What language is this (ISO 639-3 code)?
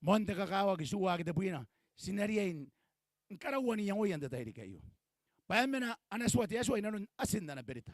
gil